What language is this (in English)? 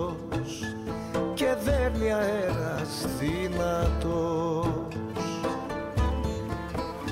Greek